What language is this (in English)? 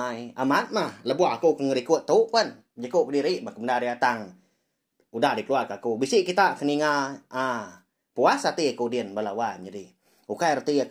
Iban